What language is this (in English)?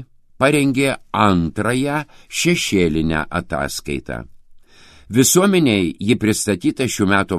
Lithuanian